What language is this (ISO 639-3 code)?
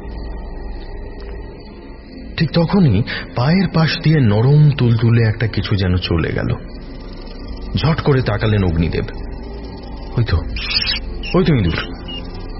ben